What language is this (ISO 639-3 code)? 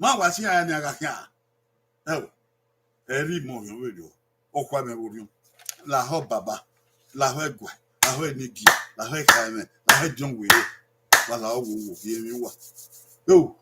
bin